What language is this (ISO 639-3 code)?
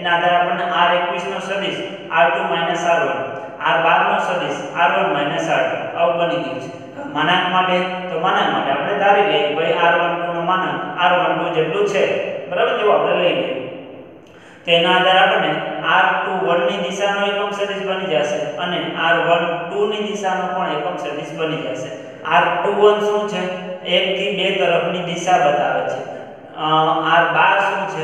guj